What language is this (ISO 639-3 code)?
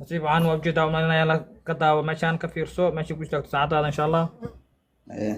som